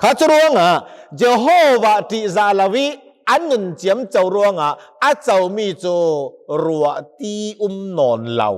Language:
Hakha Chin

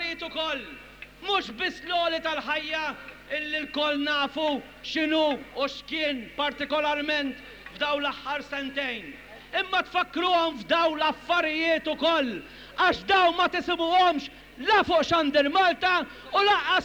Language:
Maltese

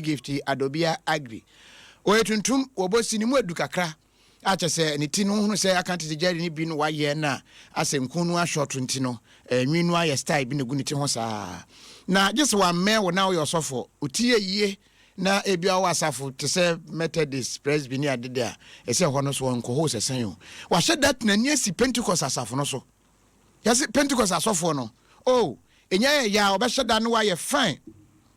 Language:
Akan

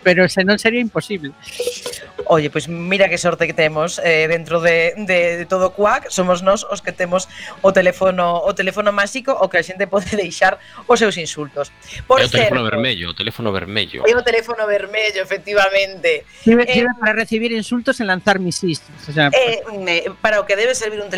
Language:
Galician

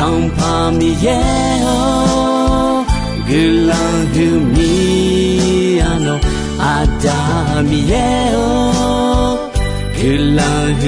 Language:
Akha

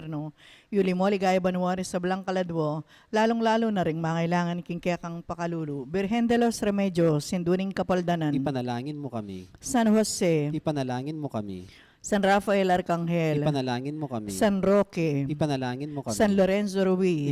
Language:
Pampanga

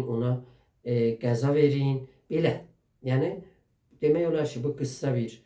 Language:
South Azerbaijani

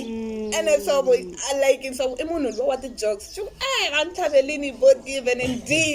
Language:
Tsonga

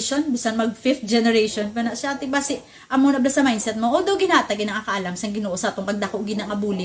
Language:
Hiligaynon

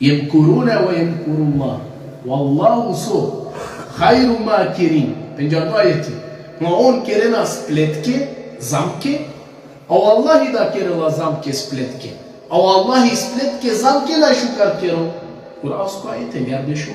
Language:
Balkan Romani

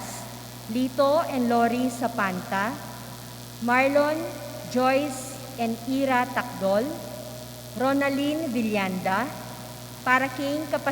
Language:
Pampanga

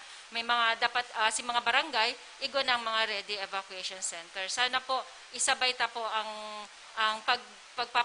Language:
Bikol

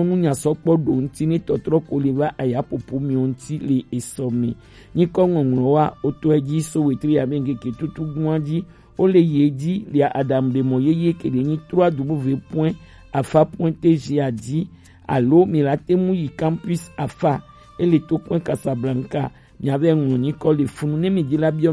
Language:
Gen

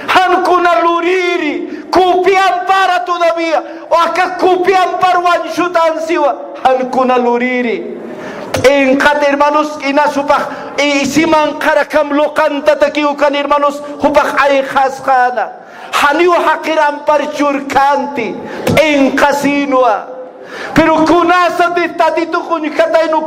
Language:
Aymara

